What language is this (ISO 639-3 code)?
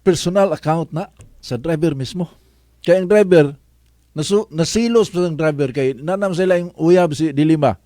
ceb